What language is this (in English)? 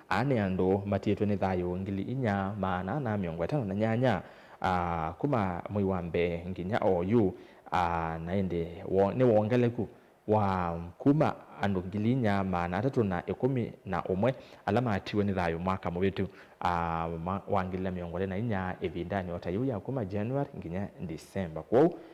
Kamba